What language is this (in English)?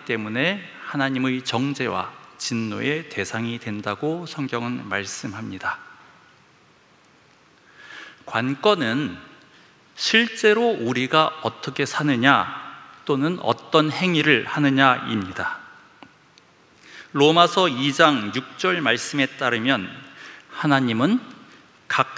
Korean